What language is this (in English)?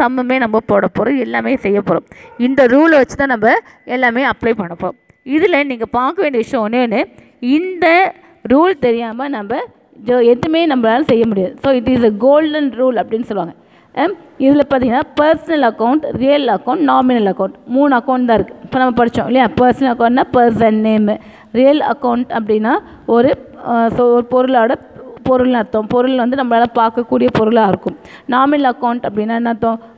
Tamil